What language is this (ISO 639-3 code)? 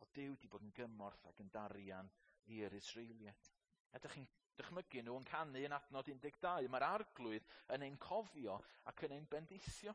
cym